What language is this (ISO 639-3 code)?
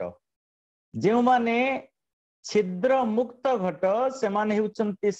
ori